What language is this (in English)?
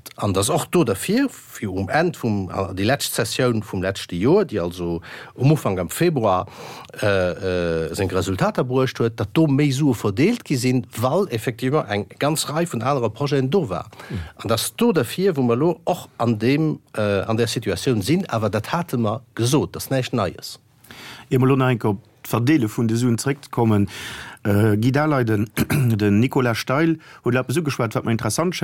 Luxembourgish